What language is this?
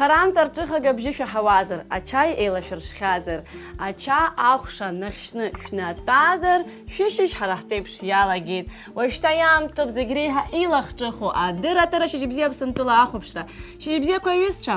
Abkhazian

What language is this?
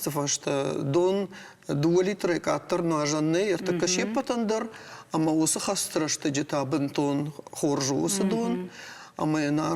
Ossetic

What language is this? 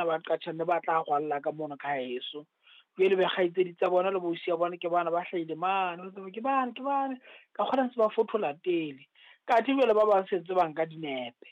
Southern Sotho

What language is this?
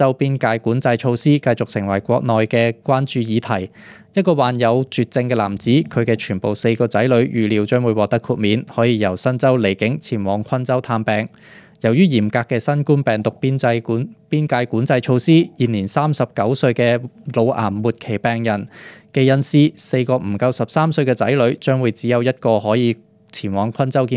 Cantonese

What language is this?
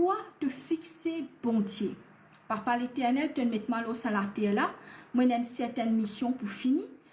Morisyen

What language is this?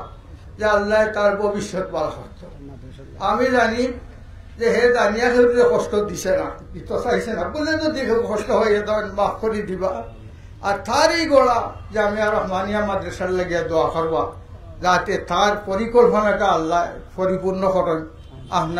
Sylheti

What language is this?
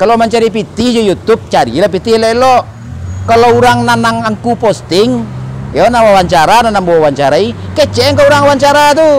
Minangkabau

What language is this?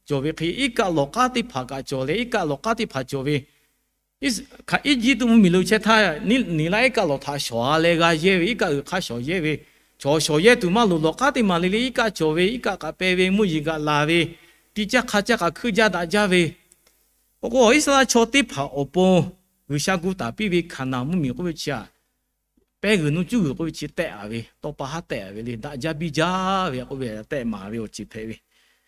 Lahu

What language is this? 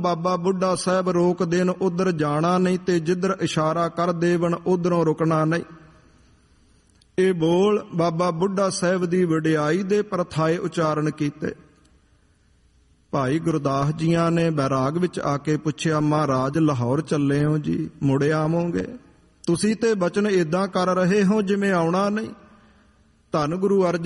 Punjabi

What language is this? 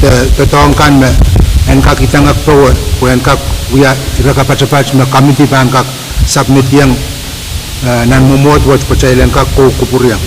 Pohnpeian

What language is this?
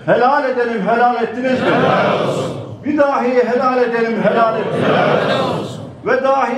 Turkish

